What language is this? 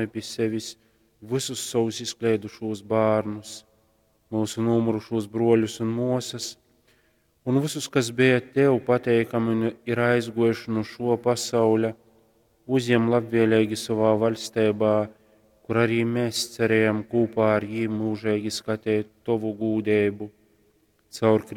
Latgalian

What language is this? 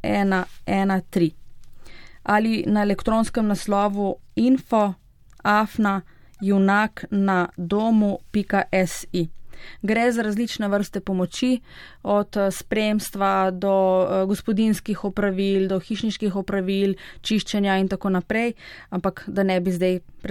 Slovenian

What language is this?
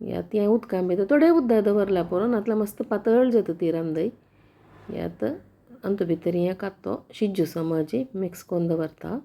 Konkani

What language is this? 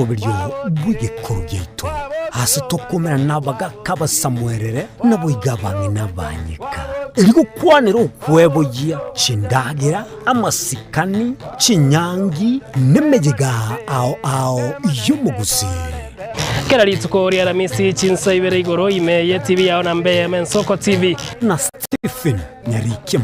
Gusii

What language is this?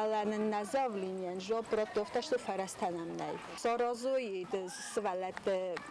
Ossetic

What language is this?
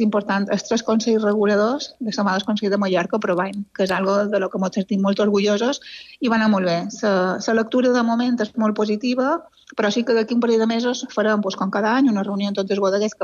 Catalan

